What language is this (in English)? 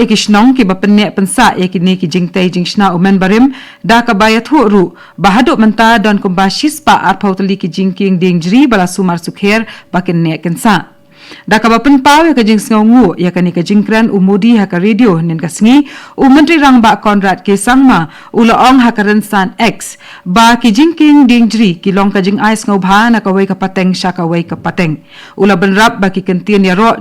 Khasi